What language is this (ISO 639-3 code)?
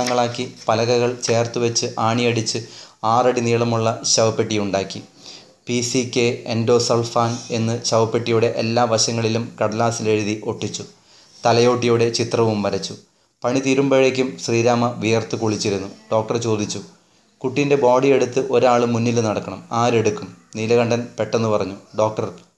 mal